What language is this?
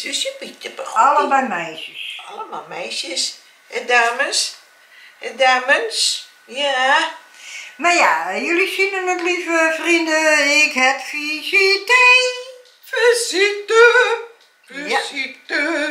Dutch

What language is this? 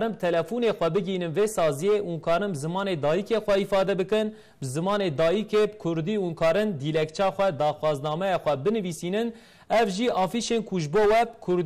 Kurdish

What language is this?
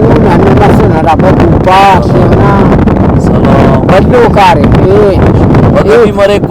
Brahui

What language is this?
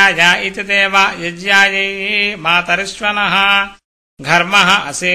Sanskrit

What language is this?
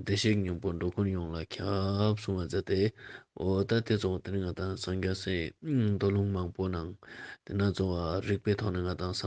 Ladakhi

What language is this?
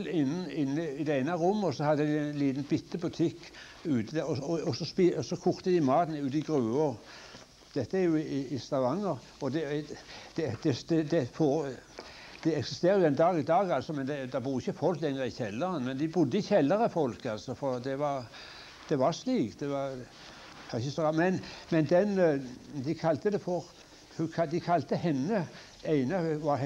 Norwegian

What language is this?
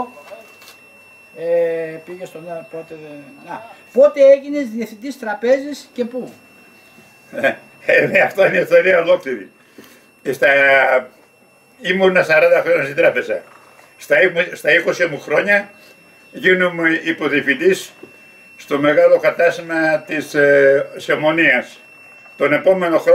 Greek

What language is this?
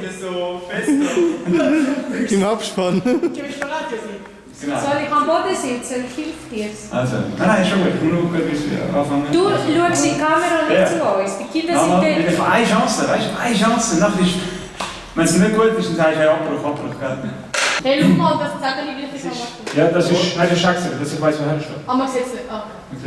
Swiss German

